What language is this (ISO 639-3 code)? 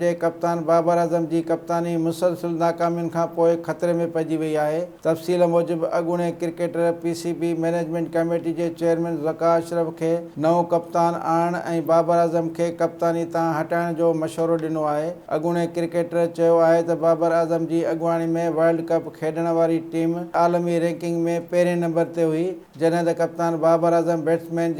snd